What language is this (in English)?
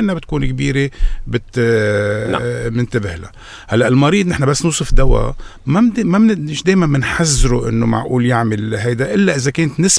North Levantine Arabic